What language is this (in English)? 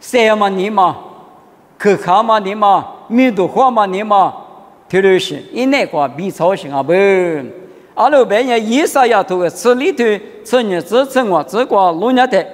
Lisu